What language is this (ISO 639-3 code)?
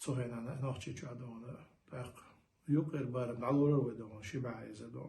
che